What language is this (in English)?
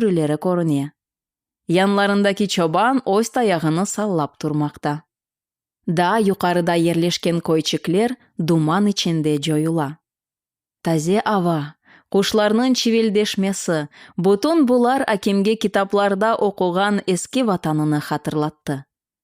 Crimean Tatar